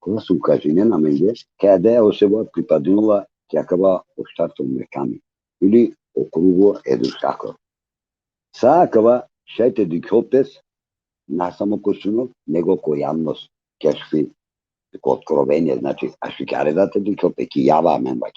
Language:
Balkan Romani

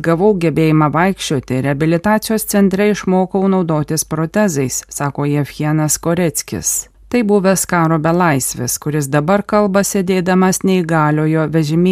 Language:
Lithuanian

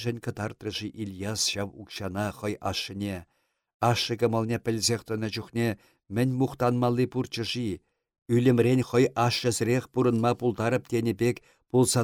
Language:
Chuvash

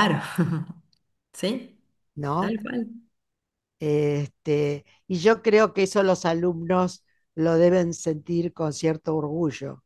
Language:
Spanish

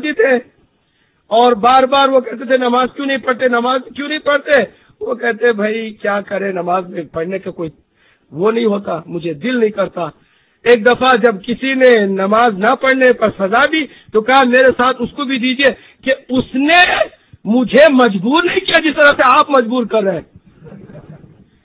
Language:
Urdu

